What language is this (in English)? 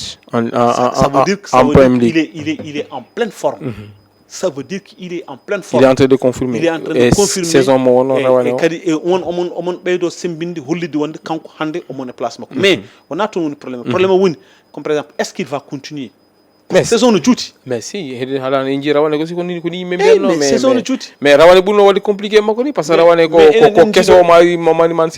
Fula